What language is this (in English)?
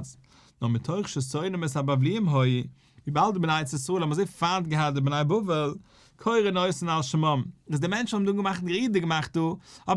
Yiddish